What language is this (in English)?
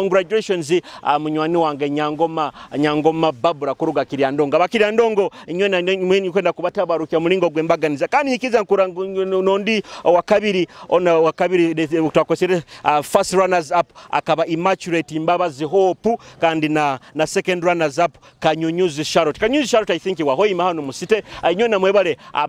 Nyoro